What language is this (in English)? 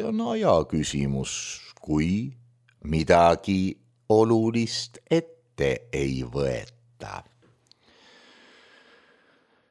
Estonian